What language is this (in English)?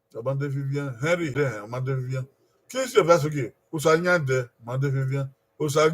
Bini